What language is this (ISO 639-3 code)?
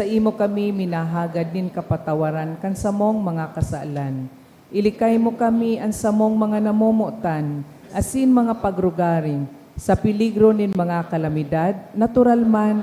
bik